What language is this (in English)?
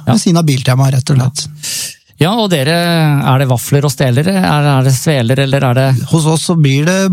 Norwegian